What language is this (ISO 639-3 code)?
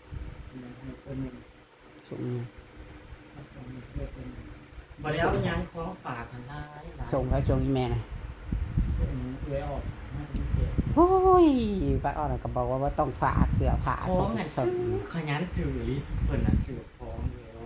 tts